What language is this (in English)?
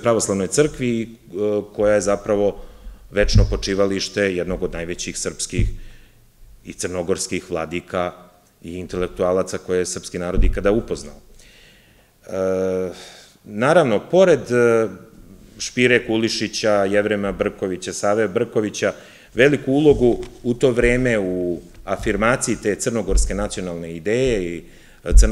Serbian